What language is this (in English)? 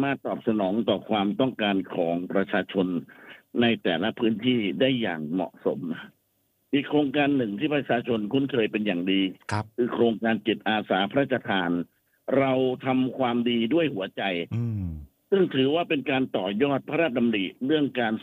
Thai